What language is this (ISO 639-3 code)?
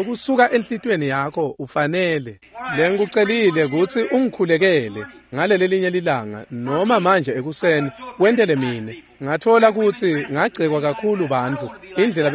ssw